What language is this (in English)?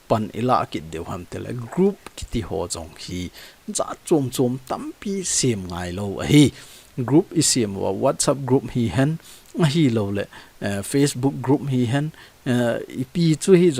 Thado Chin